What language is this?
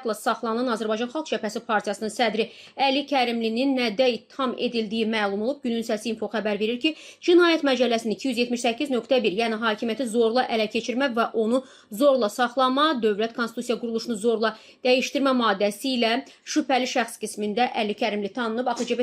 Azerbaijani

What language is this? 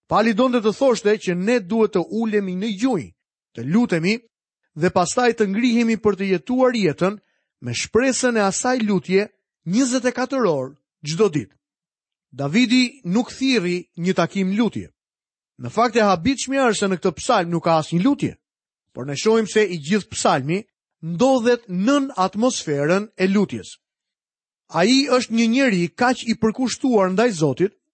Albanian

